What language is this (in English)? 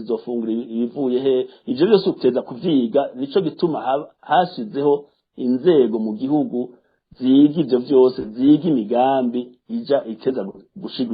Rundi